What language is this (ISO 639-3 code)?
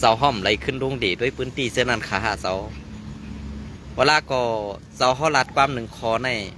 shn